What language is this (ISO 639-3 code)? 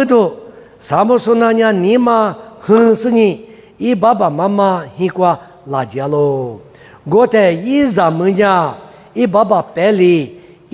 lis